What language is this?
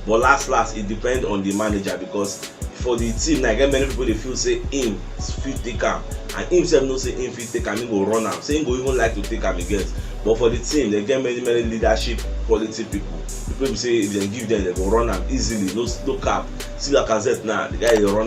Nigerian Pidgin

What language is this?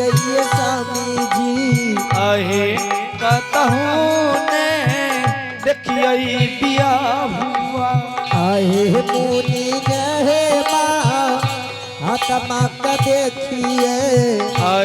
Angika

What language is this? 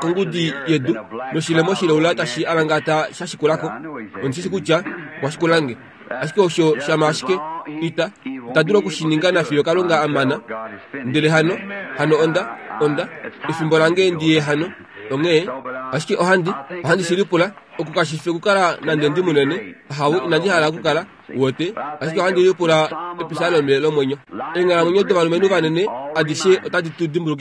Kuanyama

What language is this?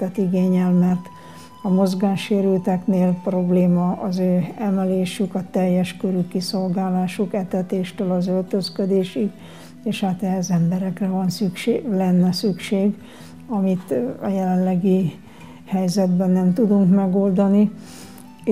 Hungarian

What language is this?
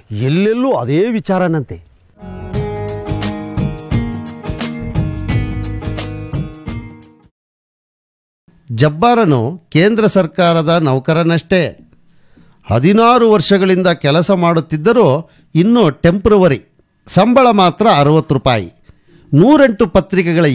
Kannada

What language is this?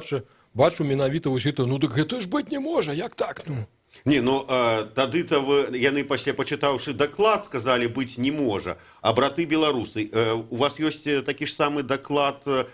Belarusian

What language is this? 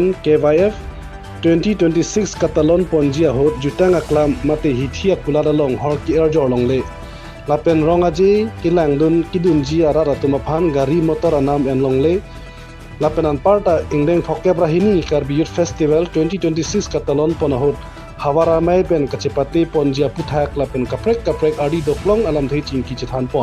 Karbi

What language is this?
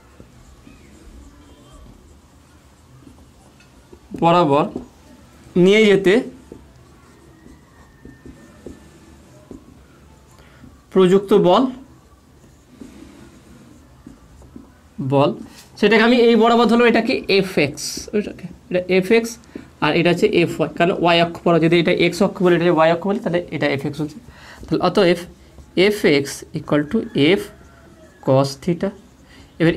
Bangla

